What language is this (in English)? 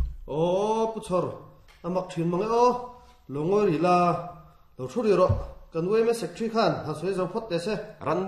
Mizo